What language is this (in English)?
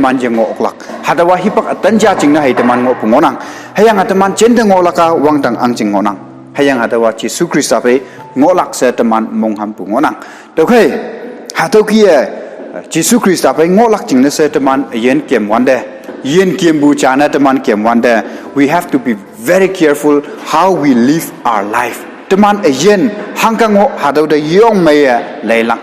Konyak Naga